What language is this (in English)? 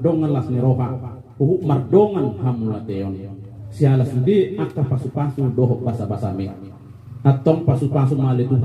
Batak Toba